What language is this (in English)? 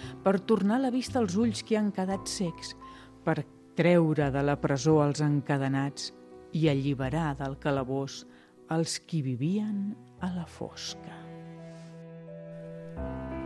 Catalan